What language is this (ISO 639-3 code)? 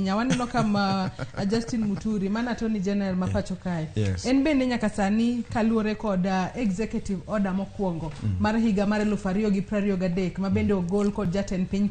luo